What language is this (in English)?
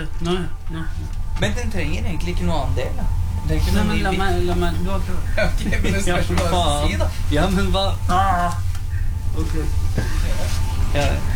Norwegian